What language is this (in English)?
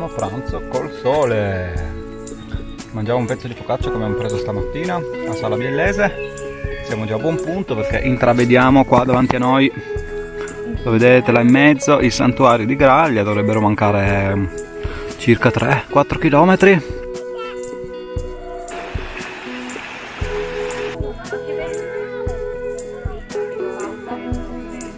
Italian